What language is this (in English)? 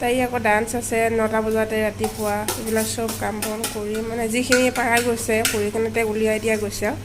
Assamese